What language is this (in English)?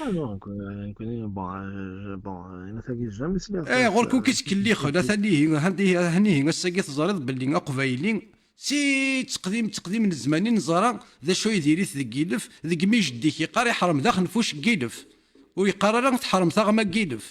Kabyle